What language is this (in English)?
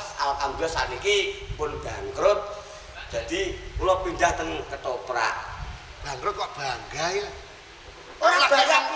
Javanese